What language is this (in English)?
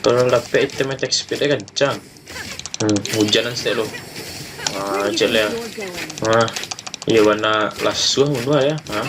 Minangkabau